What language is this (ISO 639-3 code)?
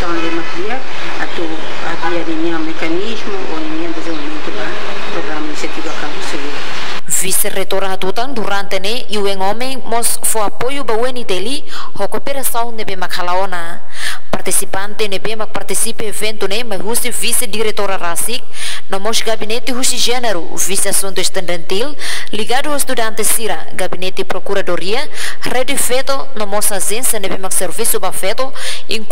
tet